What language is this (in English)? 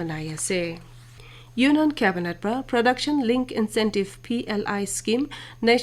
Naga Pidgin